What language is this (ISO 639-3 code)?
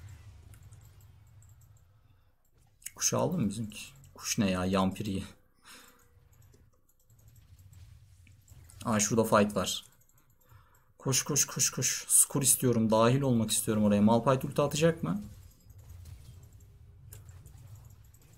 tur